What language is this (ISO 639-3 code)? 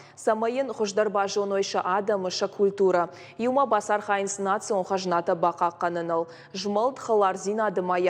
oss